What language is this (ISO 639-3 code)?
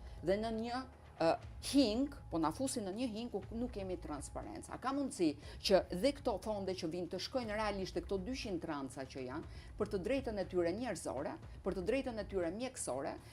sqi